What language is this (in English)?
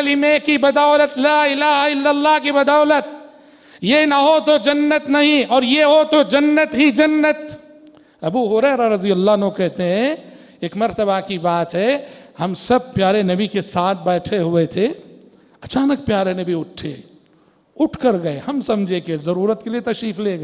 Urdu